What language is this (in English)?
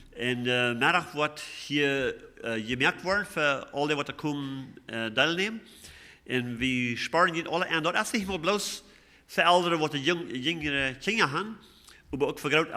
Plautdietsch